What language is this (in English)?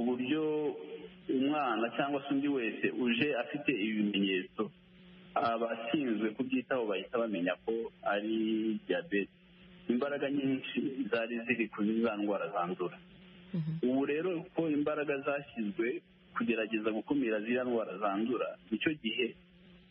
Kinyarwanda